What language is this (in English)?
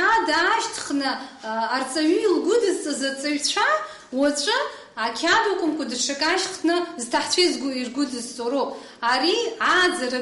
Abkhazian